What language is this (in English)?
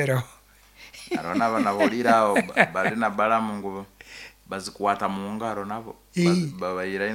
Nyankole